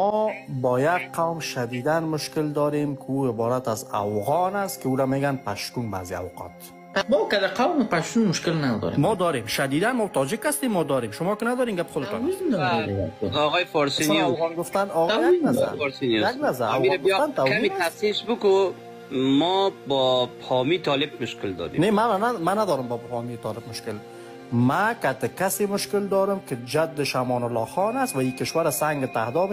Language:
Persian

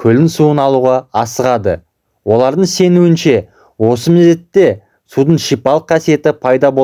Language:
Kazakh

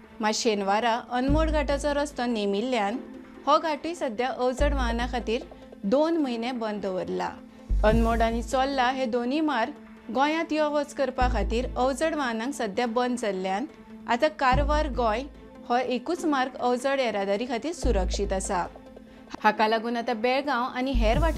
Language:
Konkani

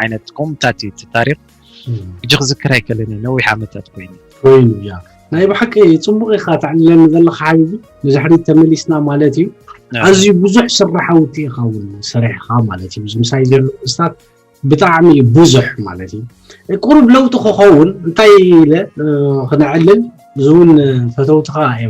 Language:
Tigrinya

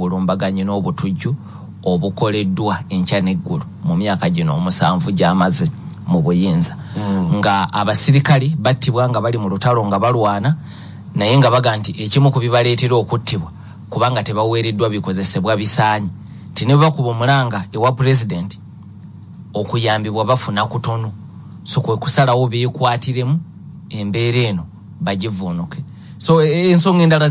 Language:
Ganda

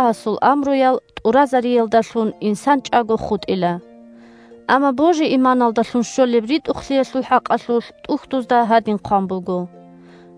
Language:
Avaric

